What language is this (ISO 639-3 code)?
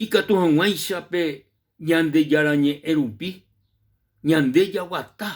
grn